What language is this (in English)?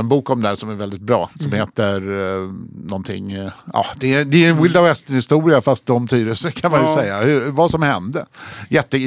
Swedish